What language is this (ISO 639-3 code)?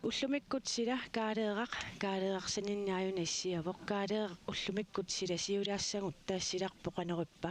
kal